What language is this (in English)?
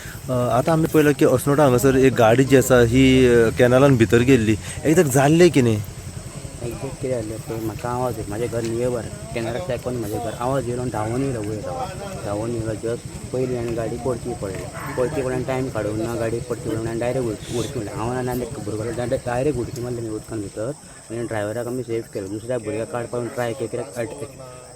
Konkani